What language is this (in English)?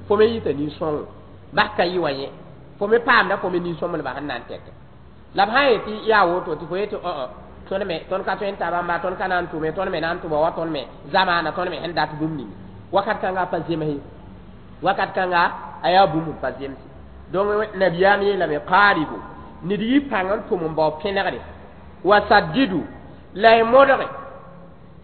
Mossi